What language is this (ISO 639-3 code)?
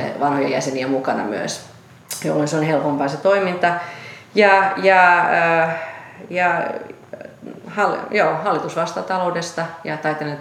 fin